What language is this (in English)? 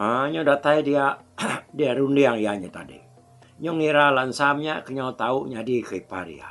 Iban